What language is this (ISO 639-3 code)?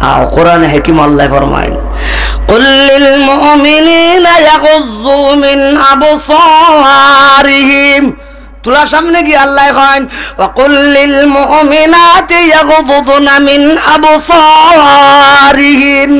syl